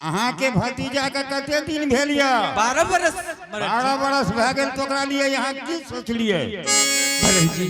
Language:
Angika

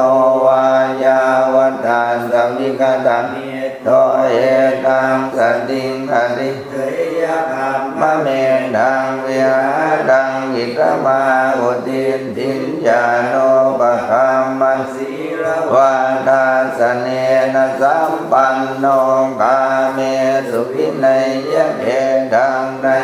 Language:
Pali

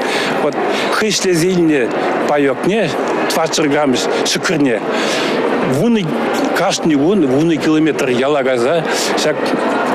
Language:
Chuvash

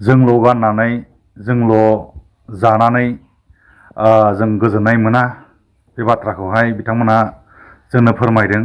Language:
Bodo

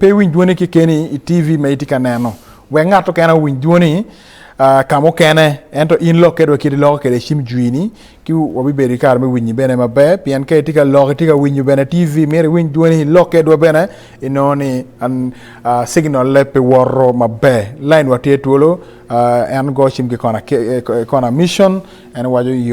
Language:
Acoli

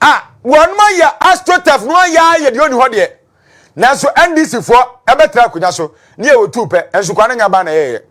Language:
Akan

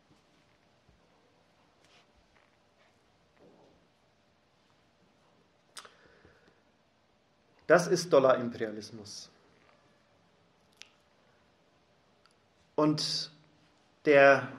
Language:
German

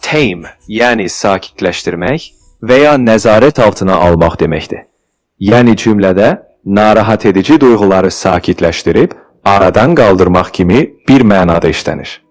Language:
Azerbaijani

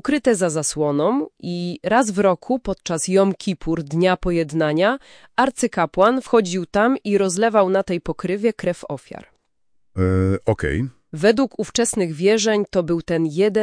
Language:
Polish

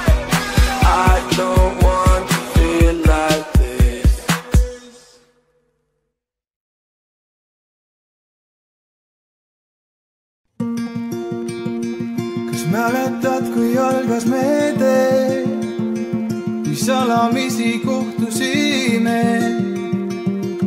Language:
Estonian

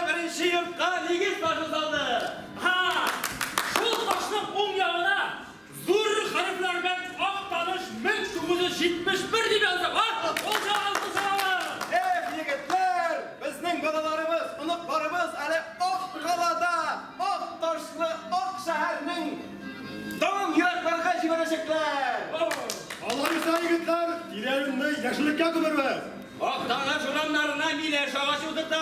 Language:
Tatar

